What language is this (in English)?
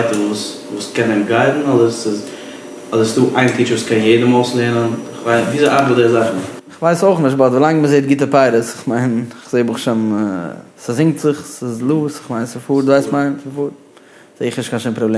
Yiddish